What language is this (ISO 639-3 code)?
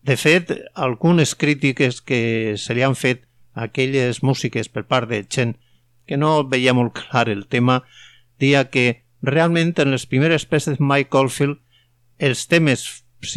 cat